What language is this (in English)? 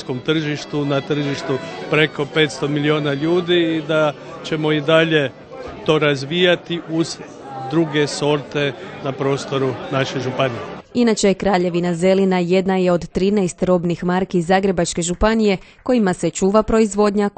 Croatian